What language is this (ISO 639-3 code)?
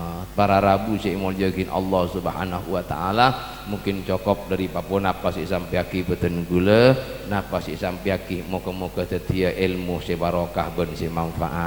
mad